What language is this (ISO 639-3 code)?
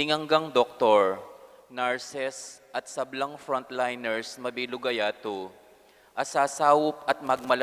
pam